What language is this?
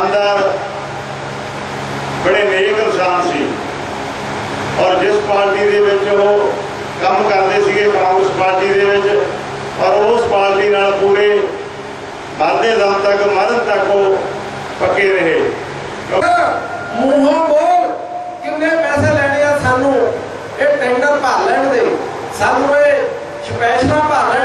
Punjabi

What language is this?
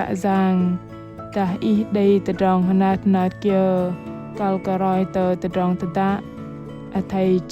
Bahnar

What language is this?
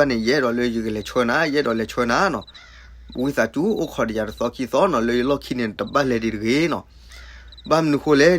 S'gaw Karen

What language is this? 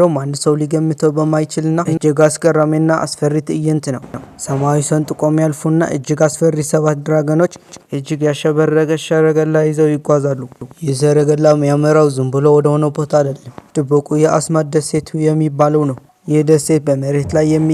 Amharic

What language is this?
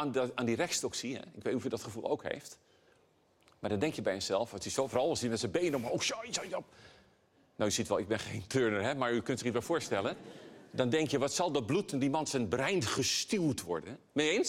Dutch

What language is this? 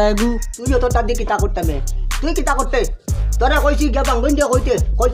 Sylheti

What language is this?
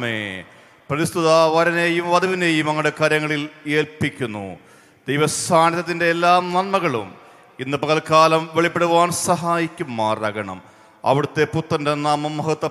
Malayalam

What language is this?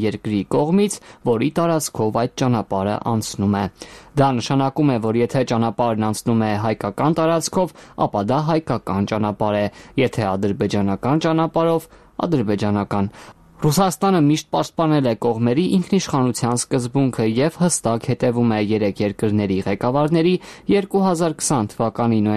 Armenian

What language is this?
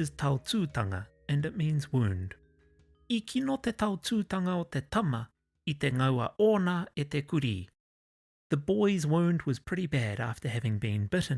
Māori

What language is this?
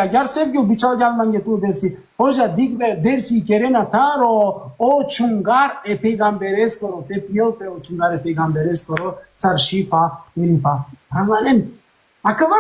Balkan Romani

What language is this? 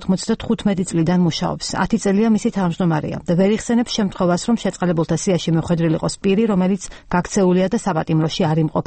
Georgian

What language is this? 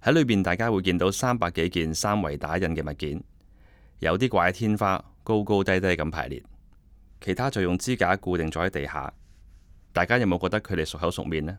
Cantonese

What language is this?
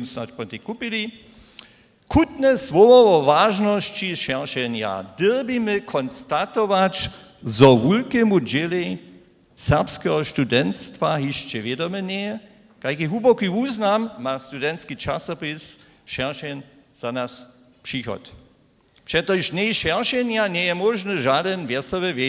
Upper Sorbian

